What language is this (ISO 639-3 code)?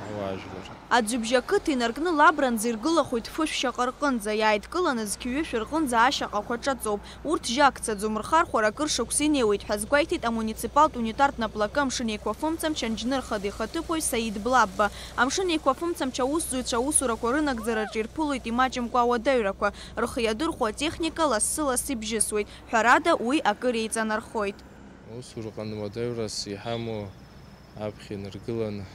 abk